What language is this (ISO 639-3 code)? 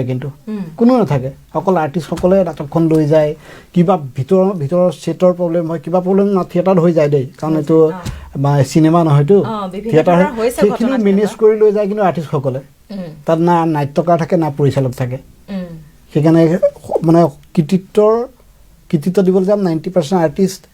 asm